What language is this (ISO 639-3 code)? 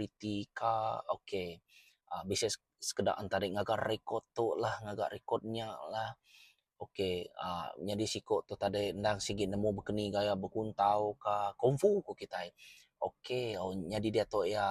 iba